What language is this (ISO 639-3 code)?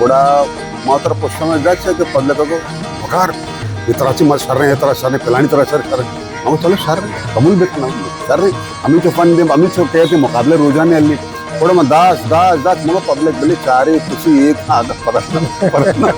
bal